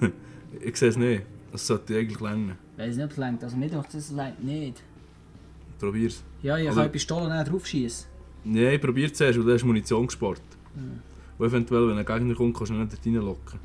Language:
Swiss German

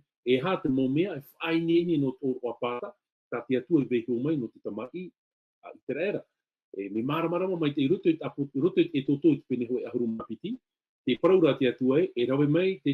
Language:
Tahitian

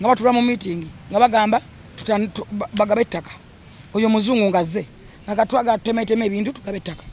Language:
Ganda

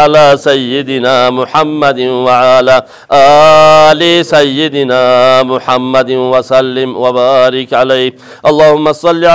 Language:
Arabic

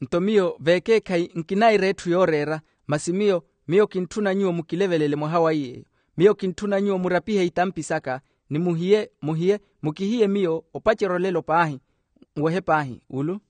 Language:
Makhuwa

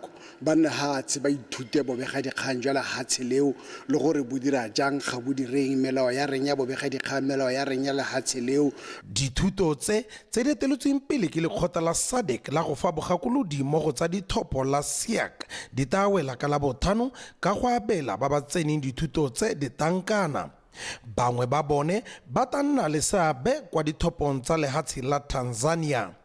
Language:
Tswana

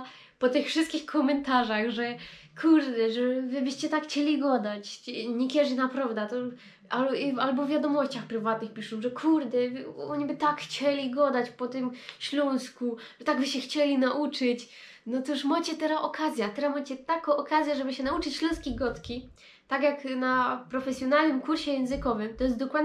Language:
Silesian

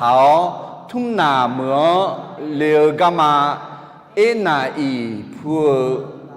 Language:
Akha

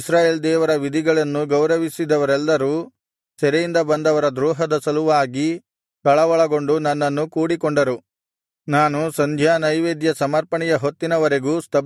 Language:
Kannada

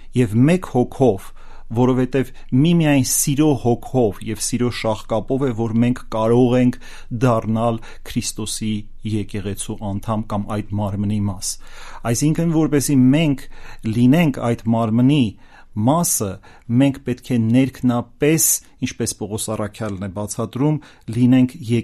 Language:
Armenian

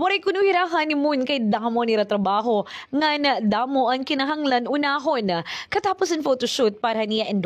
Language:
Waray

